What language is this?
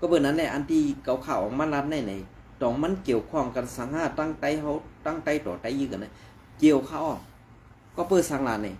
Shan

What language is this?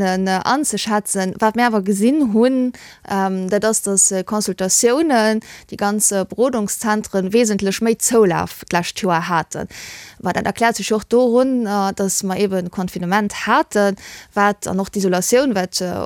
Luxembourgish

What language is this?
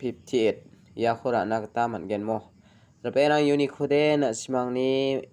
Garo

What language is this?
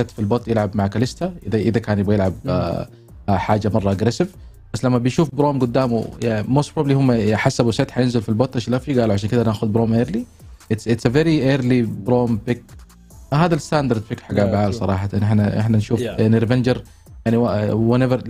Egyptian Arabic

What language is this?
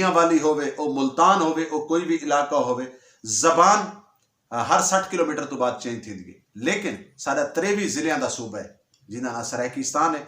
Saraiki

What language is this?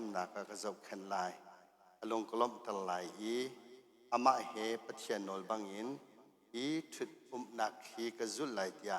Hakha Chin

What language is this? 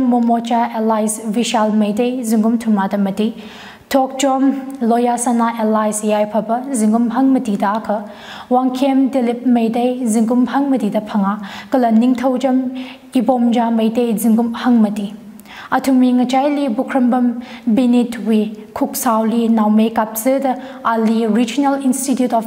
Tangkhul Naga (India)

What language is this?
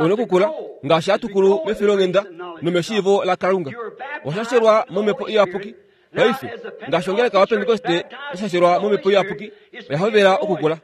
Kuanyama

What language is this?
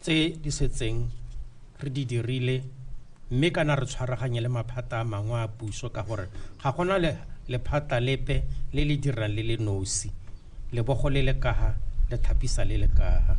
Tswana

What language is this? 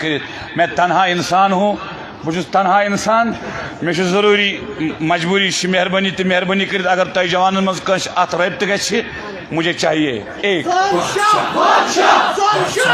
Kashmiri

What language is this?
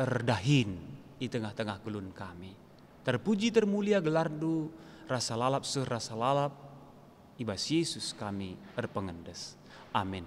Batak Karo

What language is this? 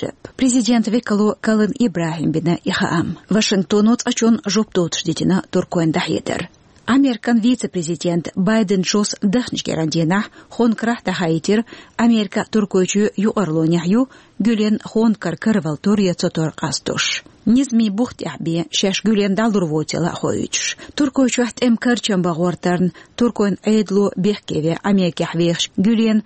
Chechen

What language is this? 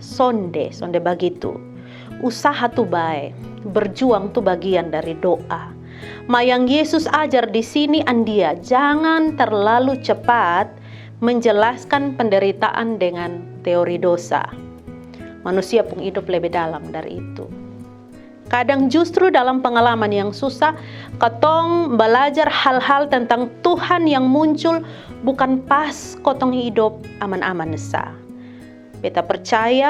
Kupang Malay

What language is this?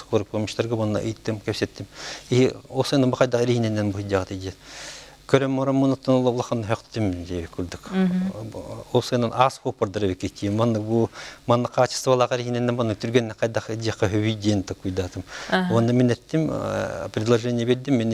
Yakut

